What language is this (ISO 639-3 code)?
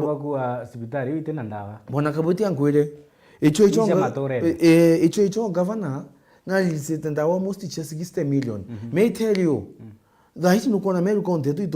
mer